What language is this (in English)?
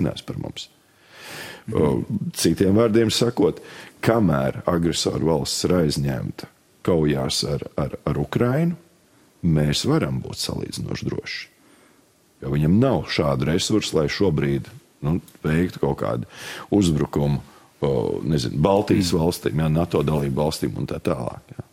Latvian